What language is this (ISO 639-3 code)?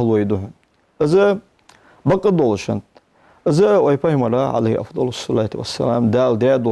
inh